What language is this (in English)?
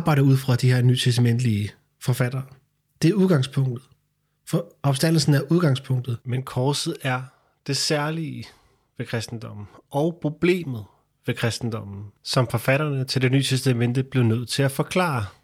Danish